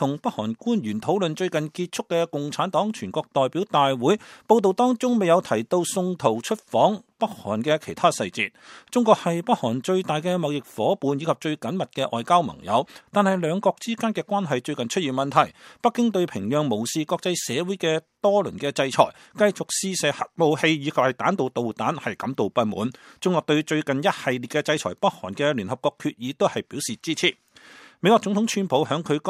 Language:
Cantonese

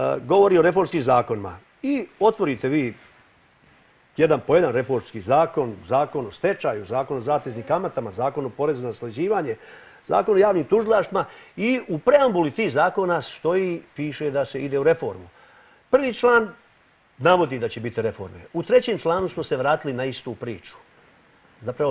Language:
Serbian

